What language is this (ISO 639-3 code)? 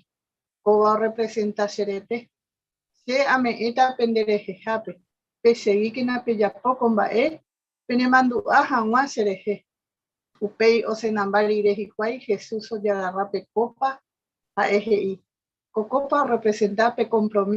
grn